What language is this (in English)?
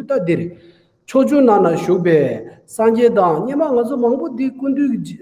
Tibetan